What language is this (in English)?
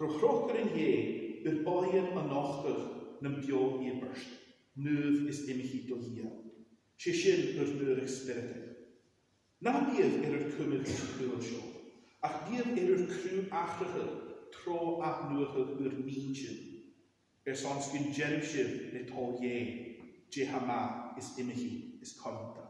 Scottish Gaelic